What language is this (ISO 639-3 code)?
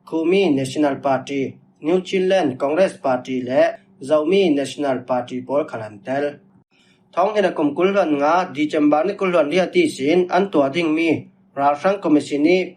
cfm